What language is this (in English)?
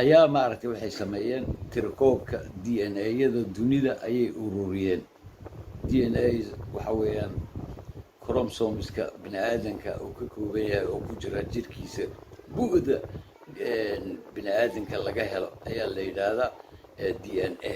Somali